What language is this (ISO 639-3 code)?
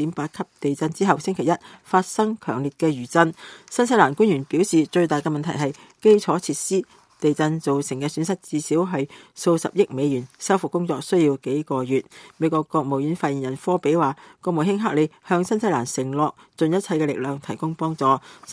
yue